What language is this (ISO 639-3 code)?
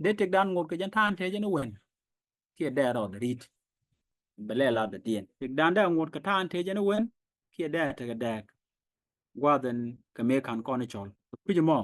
nus